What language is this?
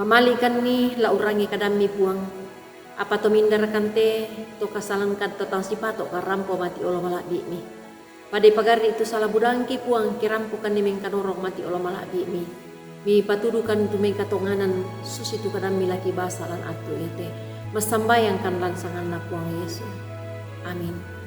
Toraja-Sa'dan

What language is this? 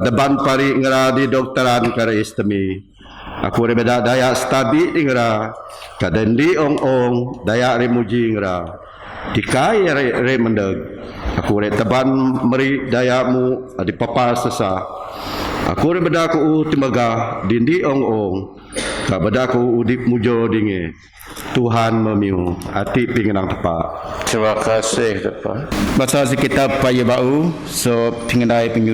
Biatah Bidayuh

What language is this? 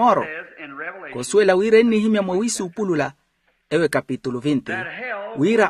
Makhuwa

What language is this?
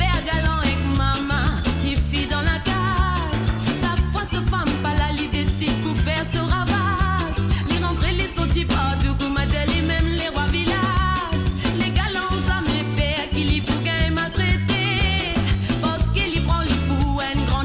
Morisyen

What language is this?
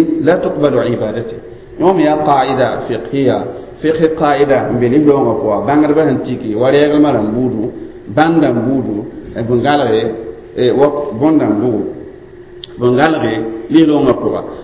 Mossi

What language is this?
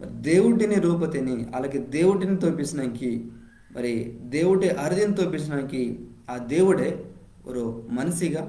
Koya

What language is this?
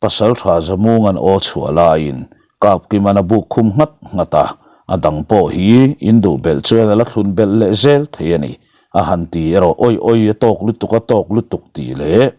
Mizo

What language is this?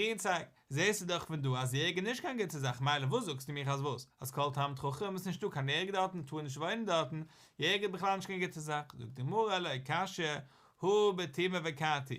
Yiddish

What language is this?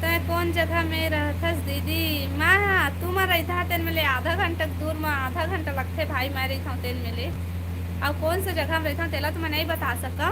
Chhattisgarhi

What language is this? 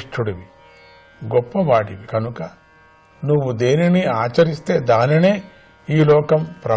Telugu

